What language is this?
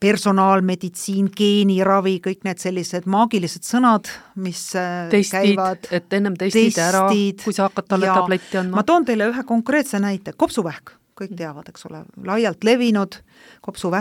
Estonian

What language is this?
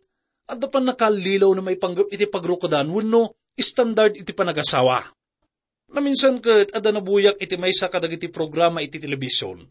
Iloko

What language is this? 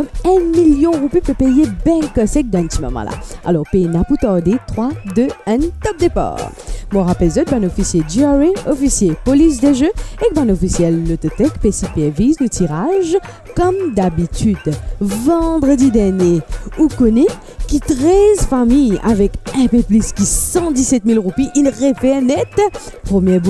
Morisyen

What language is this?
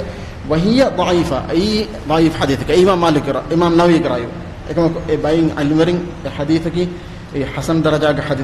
Divehi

